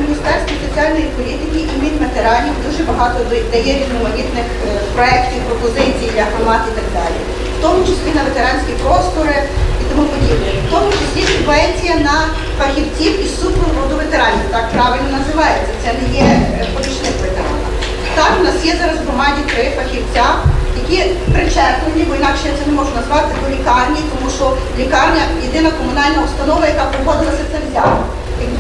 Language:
Ukrainian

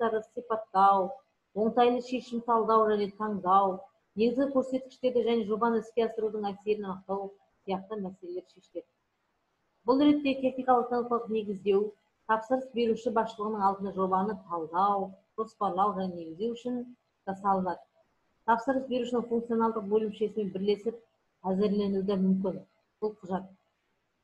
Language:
Kazakh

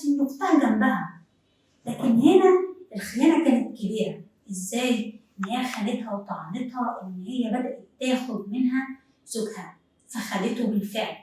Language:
Egyptian Arabic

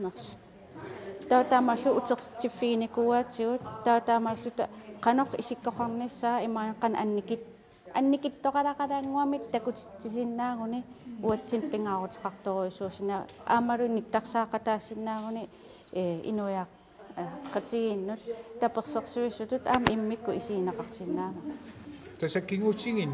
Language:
Kalaallisut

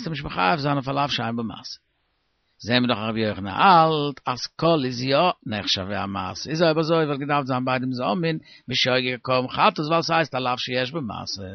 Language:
Yiddish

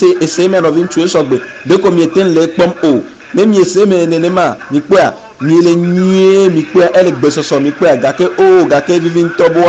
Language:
Ewe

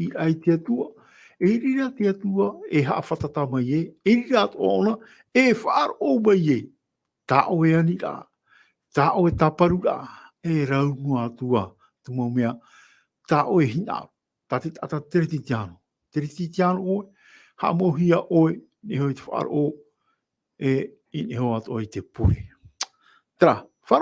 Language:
Tahitian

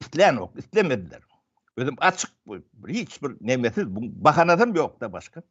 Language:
Turkmen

